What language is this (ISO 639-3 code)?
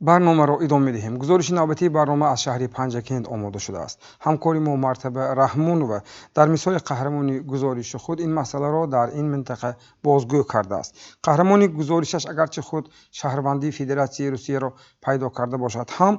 tgk